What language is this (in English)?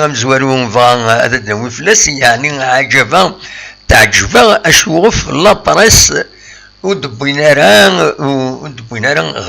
Kabyle